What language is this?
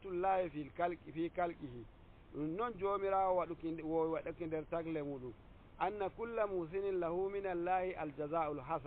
Nigerian Fulfulde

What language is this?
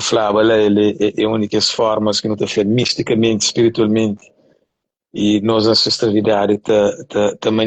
Kabuverdianu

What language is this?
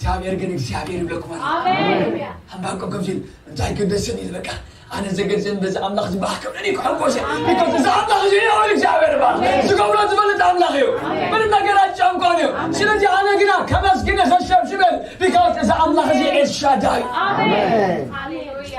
Tigrinya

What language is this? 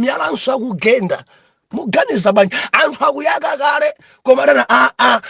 Nyanja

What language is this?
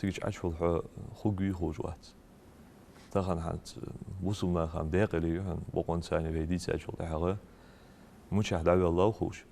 Ingush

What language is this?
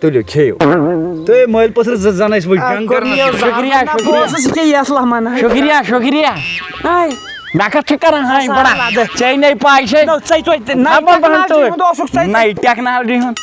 Kashmiri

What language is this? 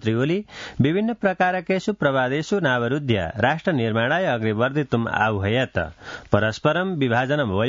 Sanskrit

